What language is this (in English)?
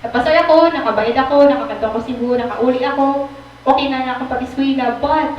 Waray